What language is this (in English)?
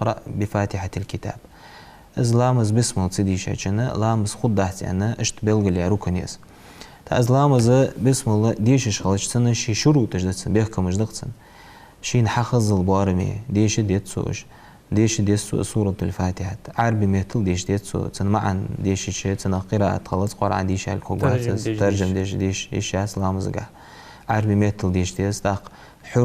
Ingush